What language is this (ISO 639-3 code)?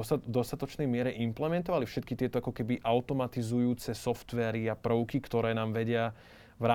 slk